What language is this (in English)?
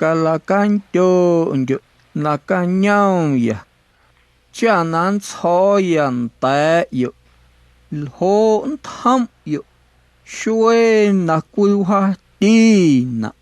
Guerrero Amuzgo